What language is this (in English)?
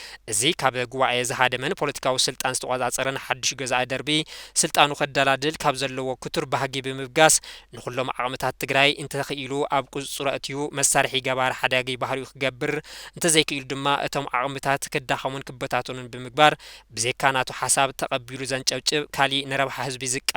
Tigrinya